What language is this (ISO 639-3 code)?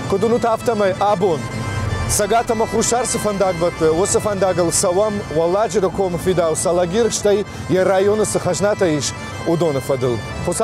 oss